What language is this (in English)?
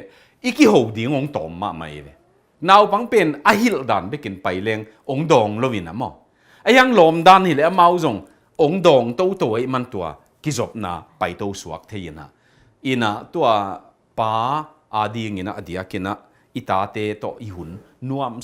Tedim Chin